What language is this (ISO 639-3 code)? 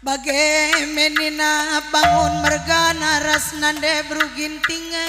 btx